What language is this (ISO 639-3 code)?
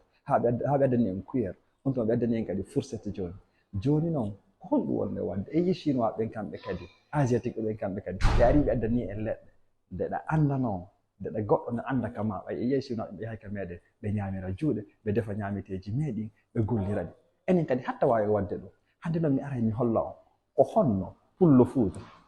ful